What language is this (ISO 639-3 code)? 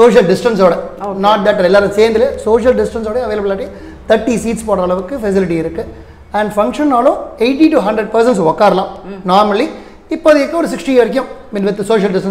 tam